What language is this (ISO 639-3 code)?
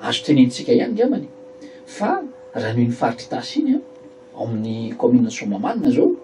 mlg